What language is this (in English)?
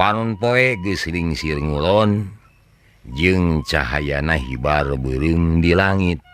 Sundanese